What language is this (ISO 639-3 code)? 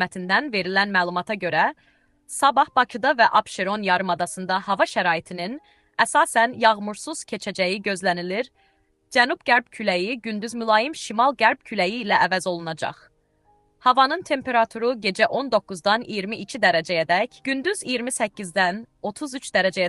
aze